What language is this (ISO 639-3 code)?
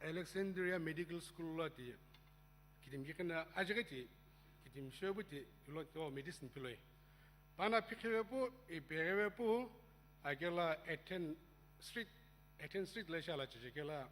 nsm